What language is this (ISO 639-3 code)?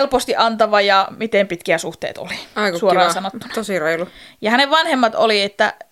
fin